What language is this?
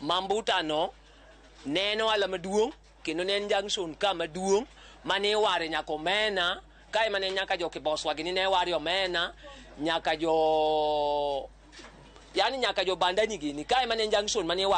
Luo (Kenya and Tanzania)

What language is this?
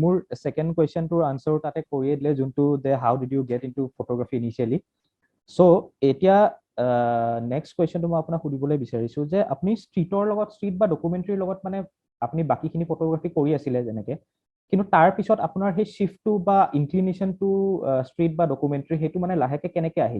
Assamese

